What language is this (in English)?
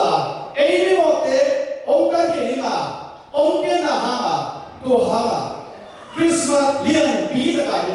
Tedim Chin